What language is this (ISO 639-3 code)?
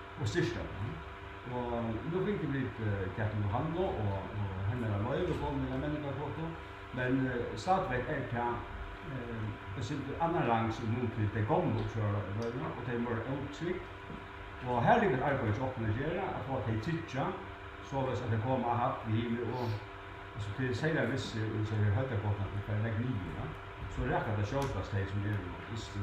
fao